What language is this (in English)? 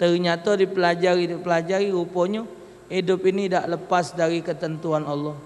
Musi